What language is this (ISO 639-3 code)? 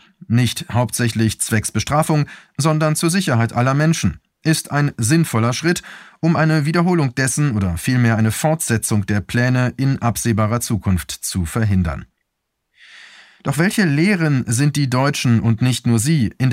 deu